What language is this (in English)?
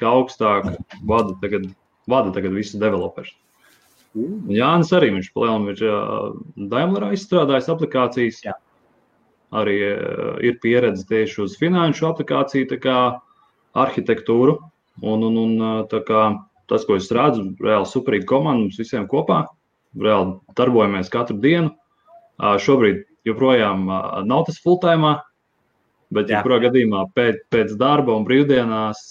Latvian